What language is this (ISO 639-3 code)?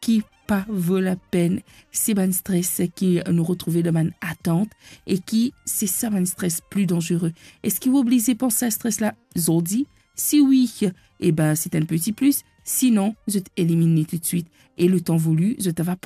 mfe